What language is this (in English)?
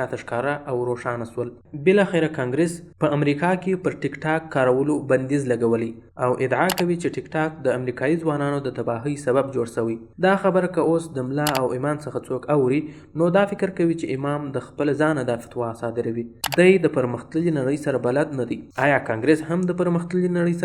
Pashto